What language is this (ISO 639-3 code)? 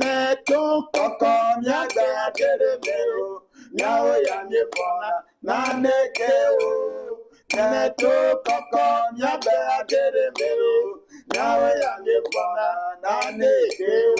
ewe